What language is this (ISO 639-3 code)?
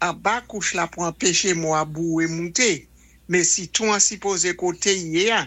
acf